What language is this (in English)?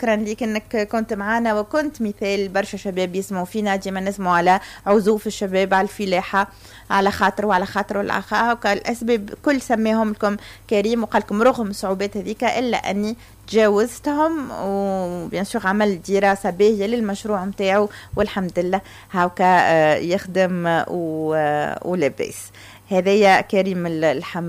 Tunisian Arabic